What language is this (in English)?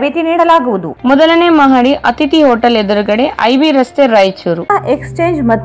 Kannada